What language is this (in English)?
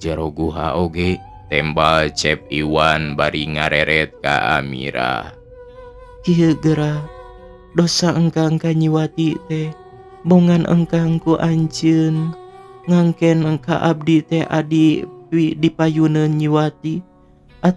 Sundanese